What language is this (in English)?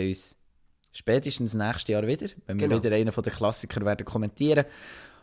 Swiss German